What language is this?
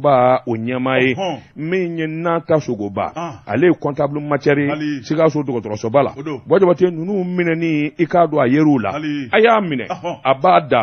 Bambara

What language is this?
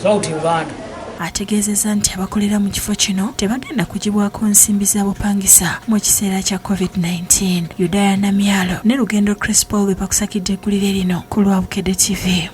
Ganda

